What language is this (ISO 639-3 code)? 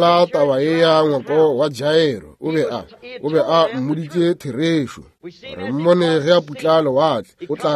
nso